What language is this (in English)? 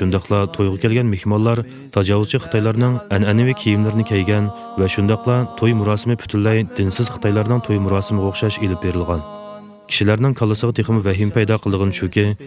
Uyghur